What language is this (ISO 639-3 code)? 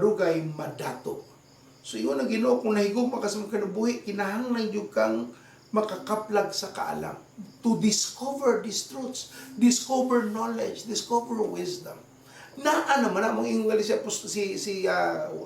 ceb